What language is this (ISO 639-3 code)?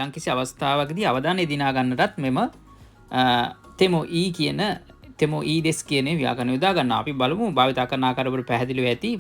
sin